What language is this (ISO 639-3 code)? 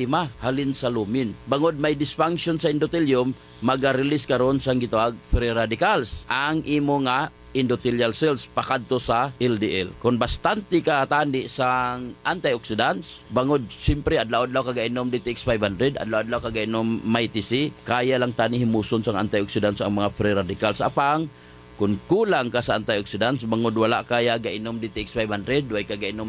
hil